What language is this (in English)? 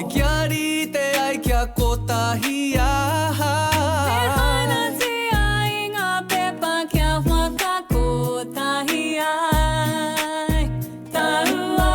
Māori